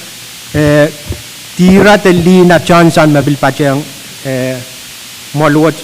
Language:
Pohnpeian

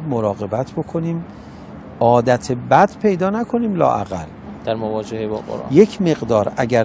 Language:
Persian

